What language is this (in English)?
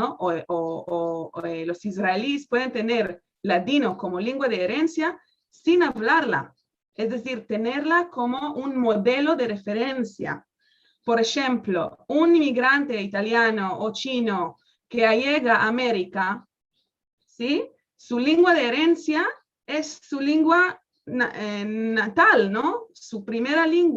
Ladino